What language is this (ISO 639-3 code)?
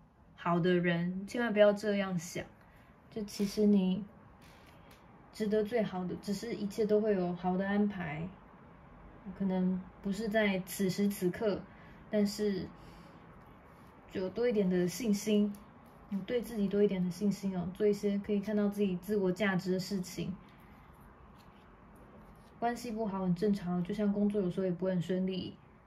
zho